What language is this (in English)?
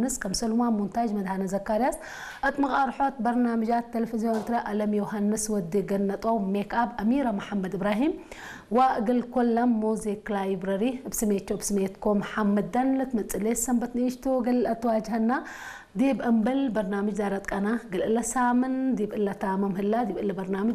Tigrinya